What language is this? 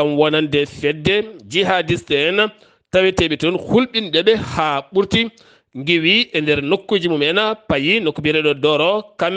Fula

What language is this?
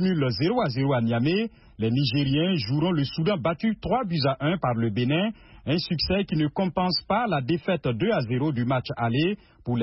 French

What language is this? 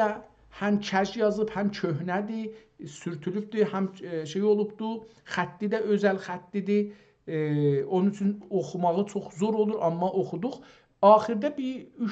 South Azerbaijani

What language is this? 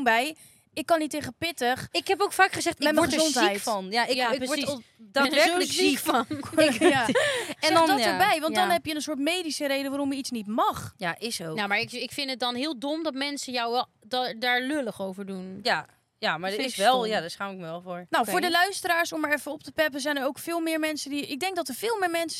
Dutch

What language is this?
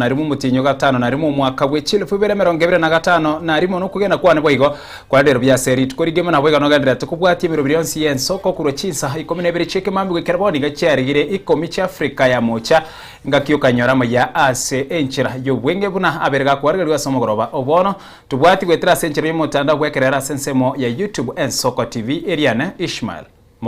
Gusii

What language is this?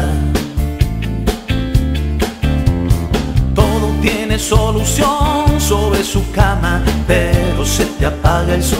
Spanish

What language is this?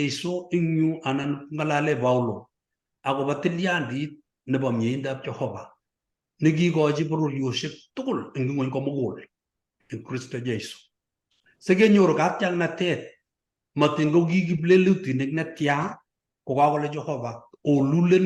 Kalenjin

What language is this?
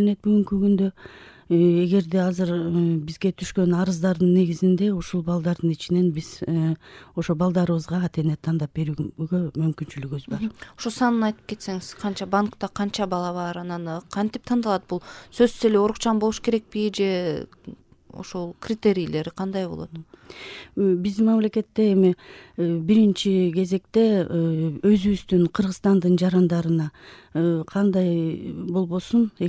Kyrgyz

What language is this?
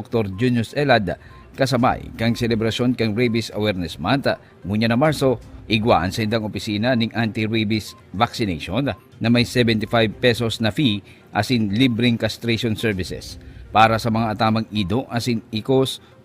Bikol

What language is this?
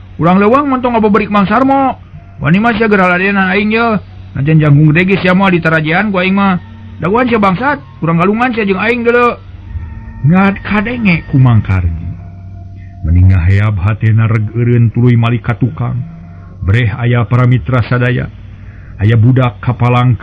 Sundanese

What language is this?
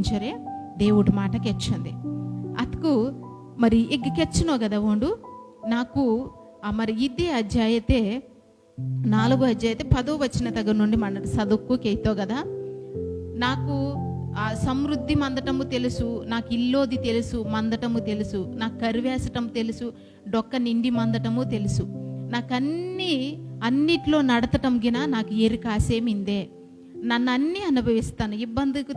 Koya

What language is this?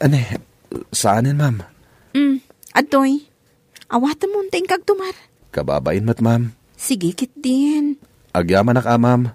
Iloko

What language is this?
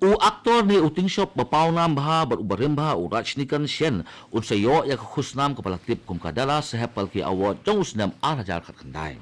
Khasi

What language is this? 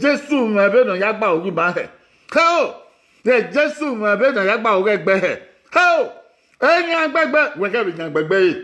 Bini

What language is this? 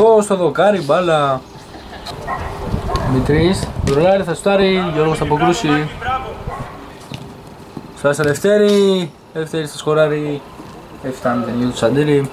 Greek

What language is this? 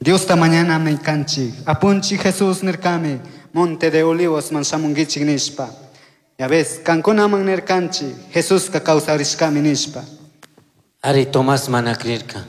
Chimborazo Highland Quichua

